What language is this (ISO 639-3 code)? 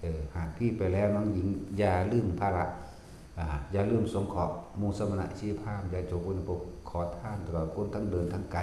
tts